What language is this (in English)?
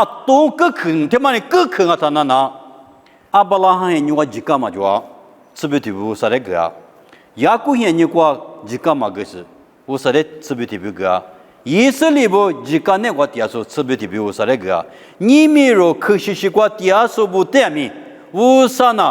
Lisu